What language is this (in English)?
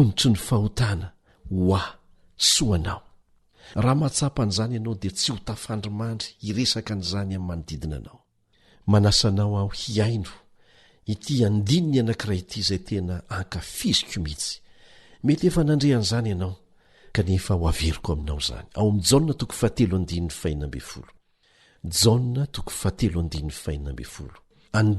Malagasy